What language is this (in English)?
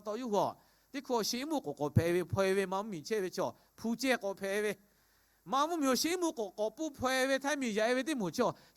Lahu